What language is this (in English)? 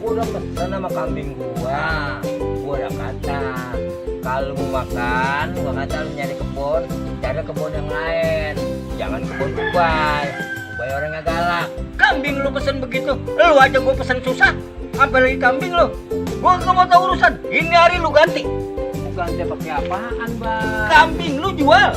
Betawi